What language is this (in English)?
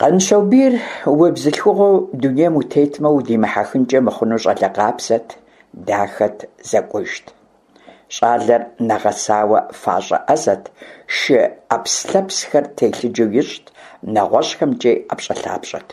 Kabardian